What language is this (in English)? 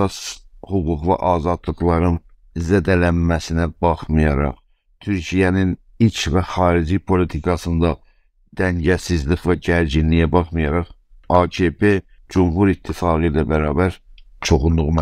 South Azerbaijani